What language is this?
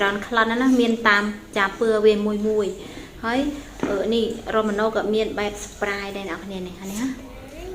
Khmer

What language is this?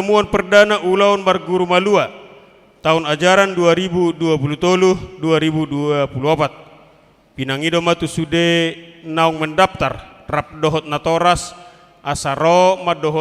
Batak Toba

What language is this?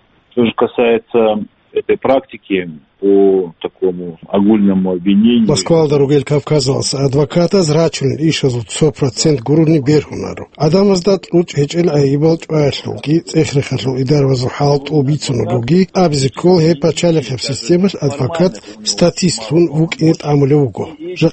Avaric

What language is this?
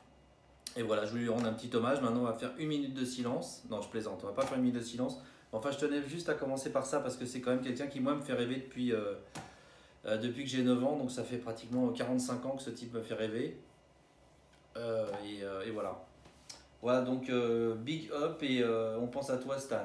French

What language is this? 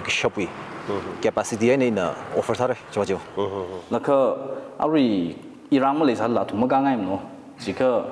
Tangkhul Naga (India)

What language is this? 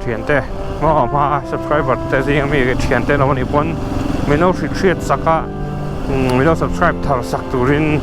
Mizo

